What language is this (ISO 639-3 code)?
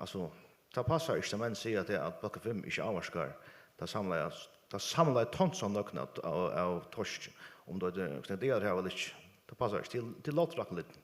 fao